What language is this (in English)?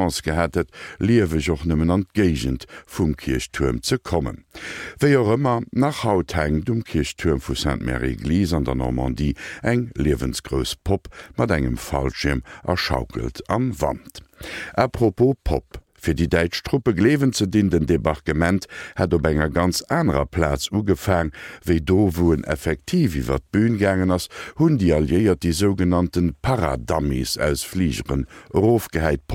Luxembourgish